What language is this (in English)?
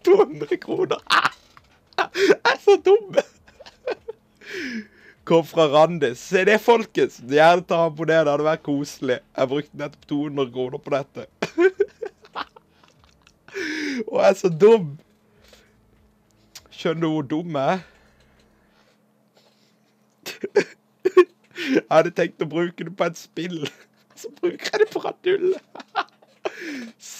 Norwegian